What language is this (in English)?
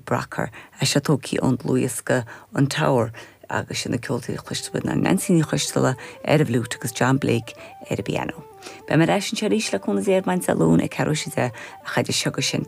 Irish